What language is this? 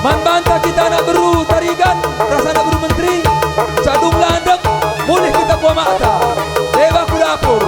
Batak Karo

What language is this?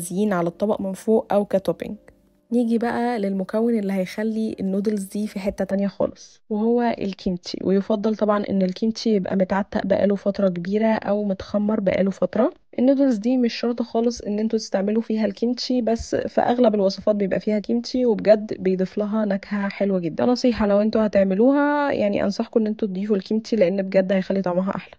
Egyptian Arabic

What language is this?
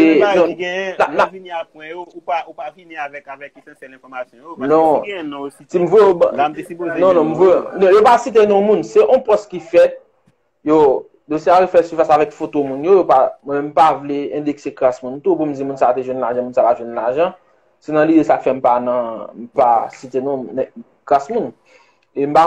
Haitian Creole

